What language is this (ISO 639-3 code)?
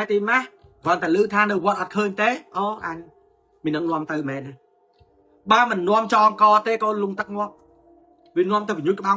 khm